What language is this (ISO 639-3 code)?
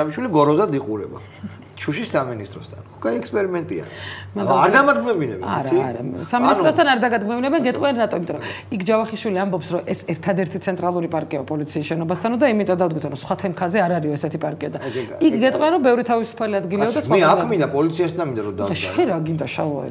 kat